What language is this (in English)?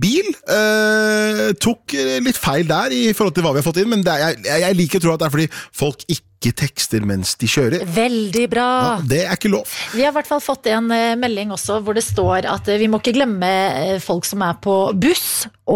Norwegian